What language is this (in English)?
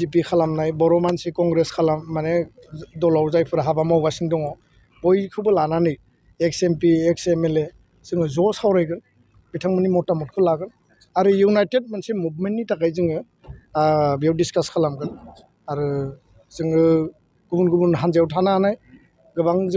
Bodo